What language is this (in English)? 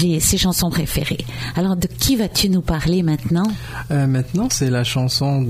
French